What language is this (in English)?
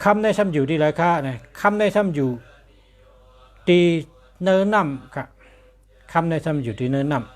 Shan